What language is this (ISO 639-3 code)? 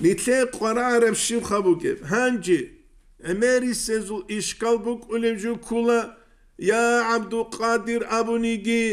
ava